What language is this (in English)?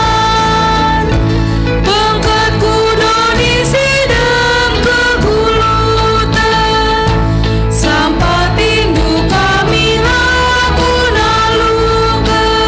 Batak Karo